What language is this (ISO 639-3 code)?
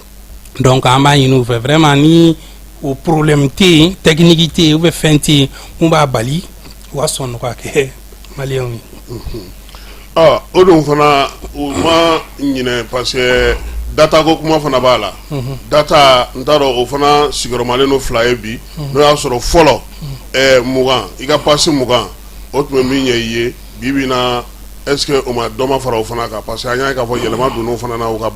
bam